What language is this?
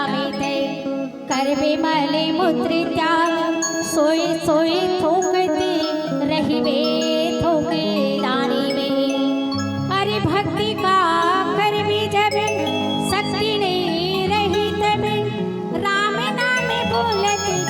Chhattisgarhi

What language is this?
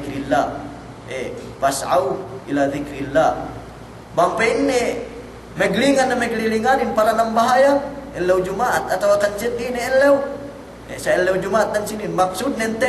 Yakan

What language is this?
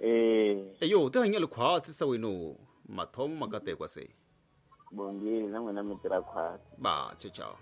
Tsonga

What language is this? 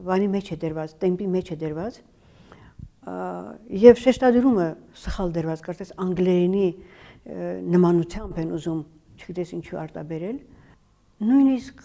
Armenian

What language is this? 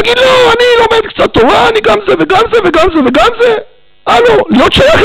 Hebrew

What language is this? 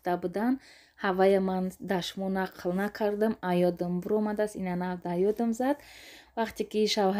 Tajik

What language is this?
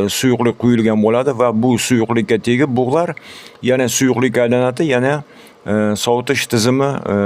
Uzbek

